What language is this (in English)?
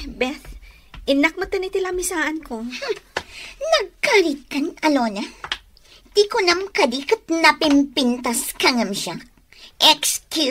Iloko